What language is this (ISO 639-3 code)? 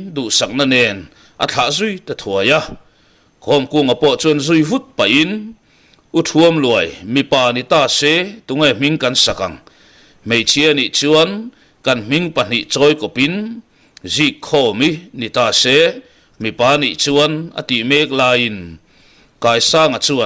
lus